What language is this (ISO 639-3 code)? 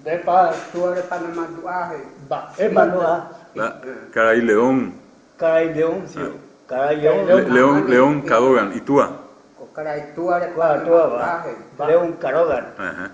grn